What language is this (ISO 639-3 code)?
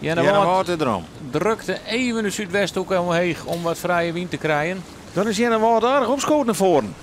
fry